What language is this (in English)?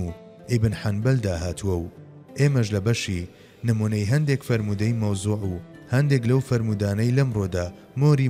Central Kurdish